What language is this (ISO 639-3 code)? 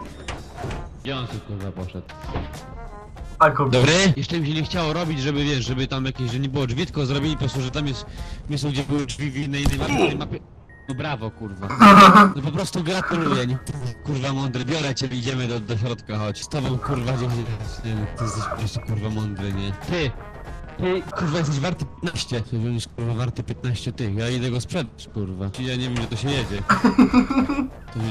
pol